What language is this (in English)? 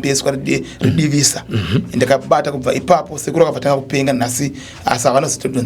Shona